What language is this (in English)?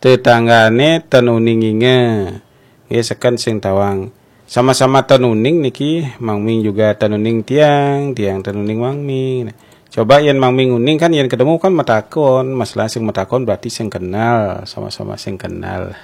Balinese